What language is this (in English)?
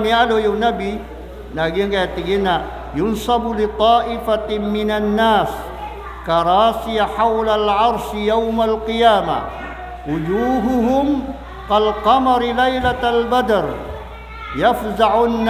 Maranao